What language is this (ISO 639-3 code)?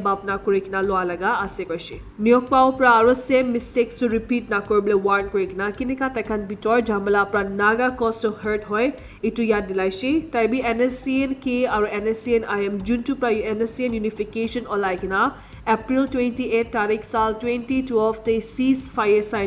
nag